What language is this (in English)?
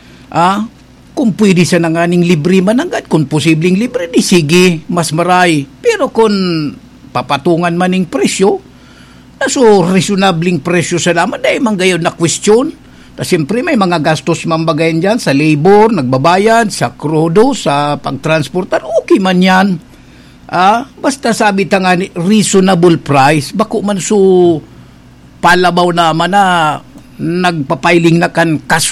Bikol